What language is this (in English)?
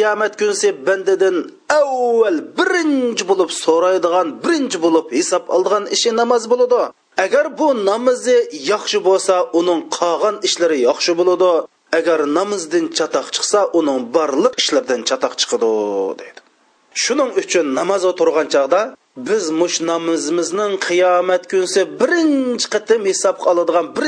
Uyghur